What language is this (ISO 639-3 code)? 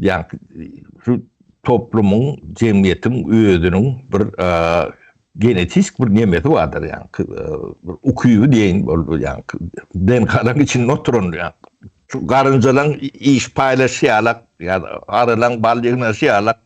tuk